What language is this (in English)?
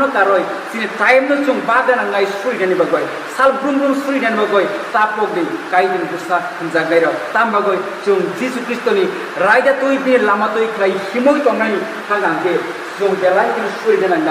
Kok Borok